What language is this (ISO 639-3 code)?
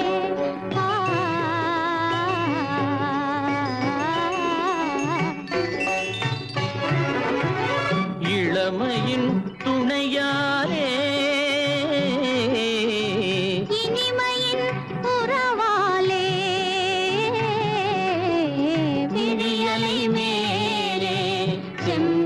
tam